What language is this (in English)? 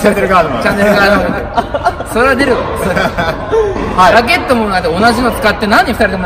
Japanese